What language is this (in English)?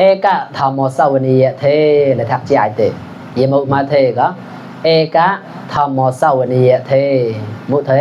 Mon